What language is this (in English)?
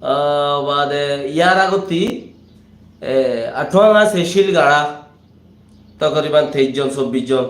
Rohingya